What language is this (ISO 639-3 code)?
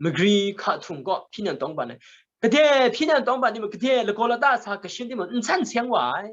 kac